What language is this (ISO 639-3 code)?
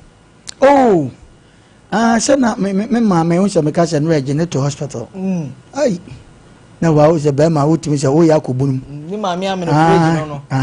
aka